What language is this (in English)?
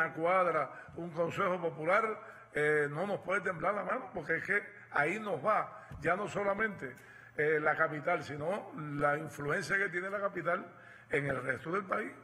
Spanish